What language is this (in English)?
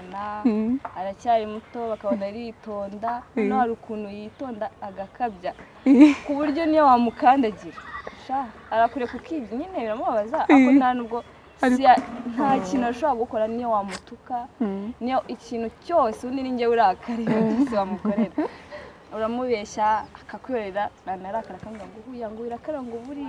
Kinyarwanda